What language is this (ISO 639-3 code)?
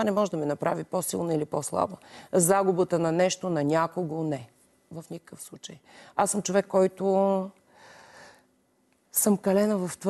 bul